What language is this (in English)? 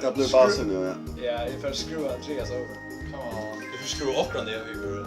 Faroese